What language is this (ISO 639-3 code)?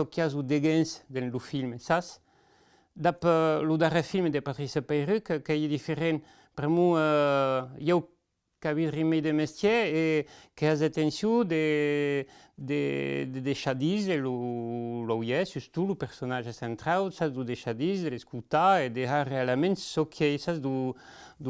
oci